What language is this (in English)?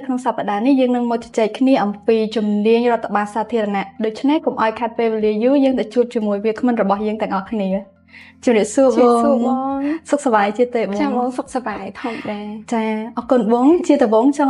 Khmer